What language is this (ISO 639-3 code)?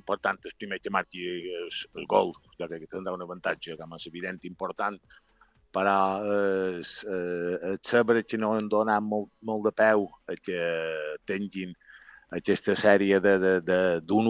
cat